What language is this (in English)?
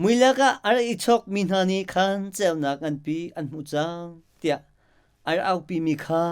Hakha Chin